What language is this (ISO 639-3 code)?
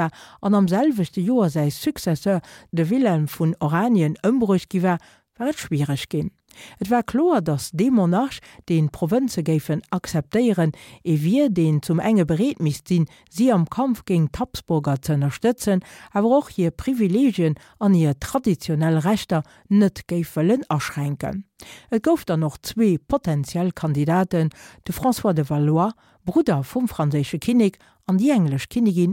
ltz